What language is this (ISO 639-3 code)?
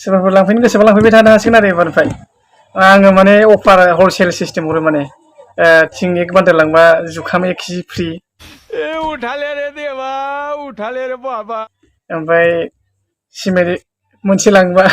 brx